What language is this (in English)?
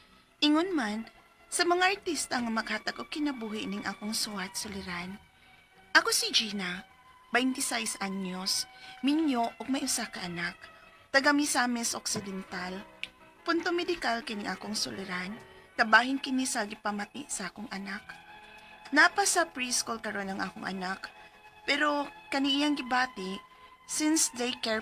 Cebuano